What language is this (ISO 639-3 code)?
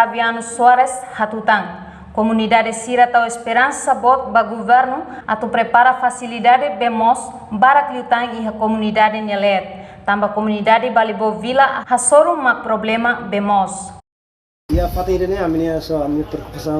tet